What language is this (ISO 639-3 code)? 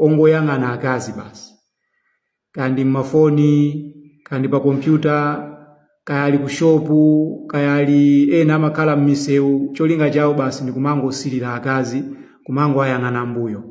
nya